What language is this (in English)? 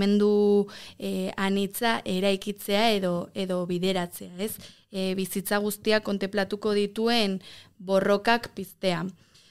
Basque